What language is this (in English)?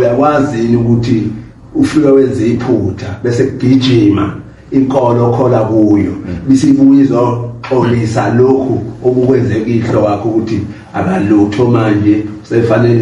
Zulu